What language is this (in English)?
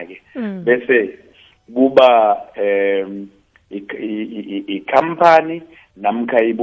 South Ndebele